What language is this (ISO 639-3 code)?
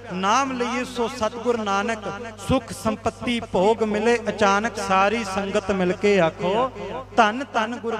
pan